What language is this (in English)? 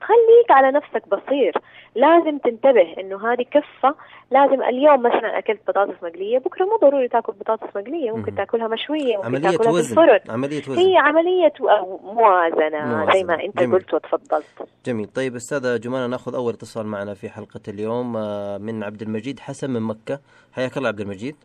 Najdi Arabic